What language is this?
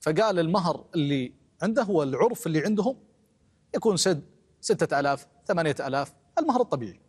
Gulf Arabic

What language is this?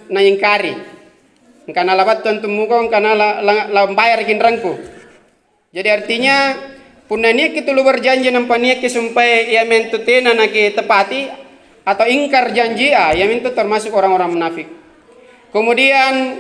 Makasar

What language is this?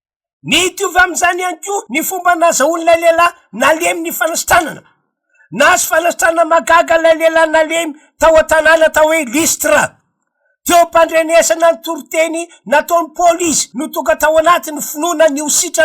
Malagasy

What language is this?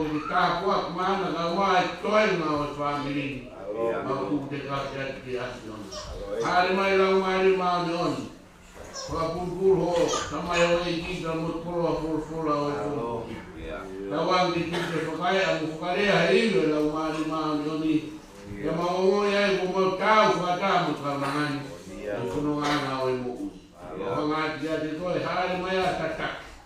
Tongan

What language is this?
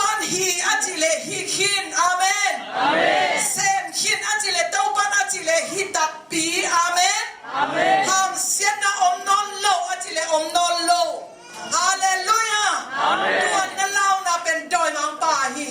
Tedim Chin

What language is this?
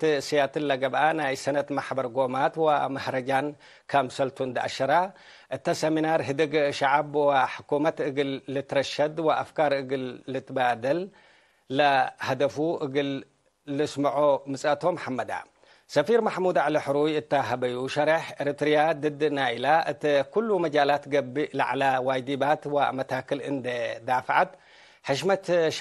Tigre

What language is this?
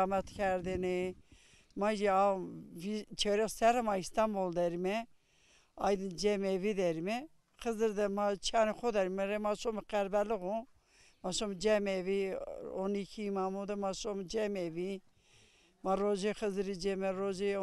Zaza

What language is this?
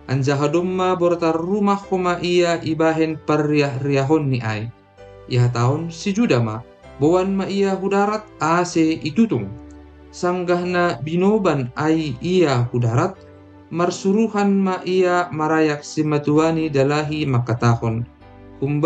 Batak Simalungun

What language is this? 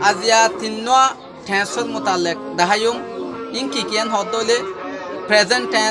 Rohingya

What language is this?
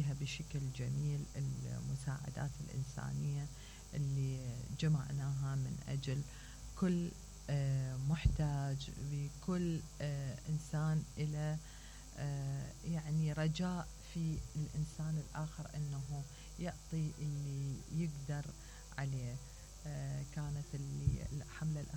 Mesopotamian Arabic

